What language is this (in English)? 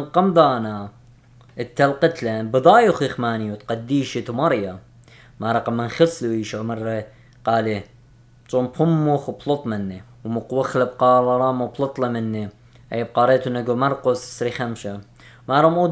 Assyrian Neo-Aramaic